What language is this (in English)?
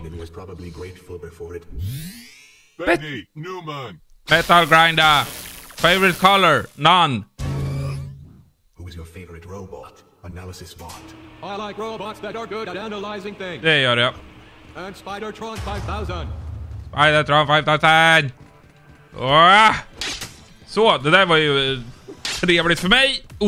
Swedish